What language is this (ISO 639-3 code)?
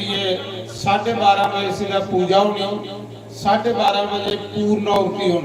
doi